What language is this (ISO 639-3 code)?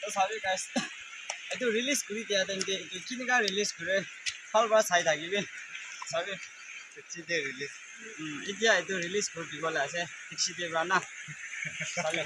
nag